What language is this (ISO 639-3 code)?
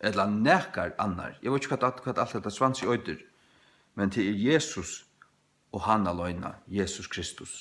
fao